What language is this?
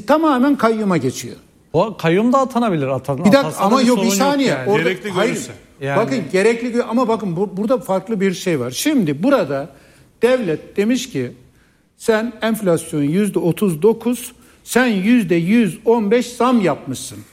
Turkish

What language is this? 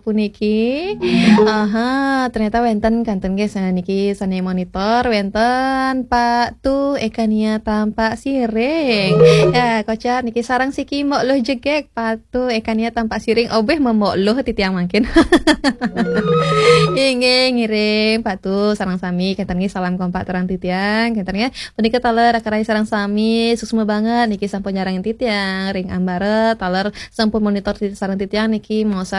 Balinese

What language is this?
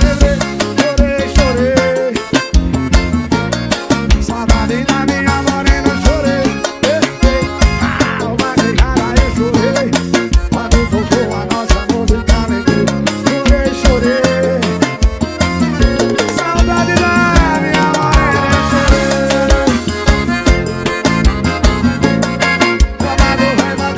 Portuguese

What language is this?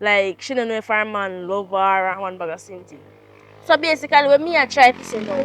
Jamaican Creole English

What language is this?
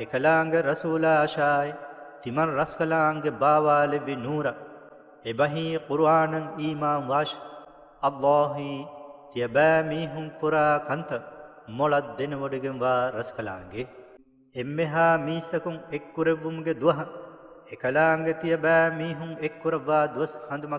Divehi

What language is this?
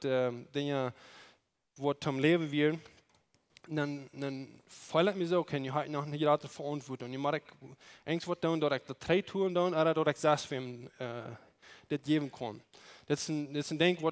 Plautdietsch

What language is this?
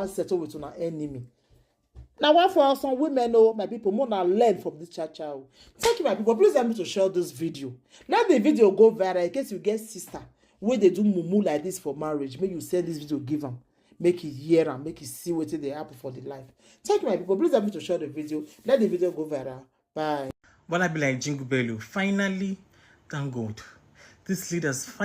Nigerian Pidgin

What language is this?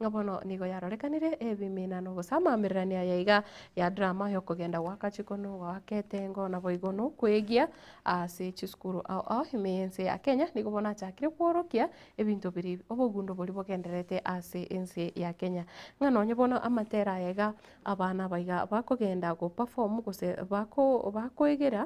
Gusii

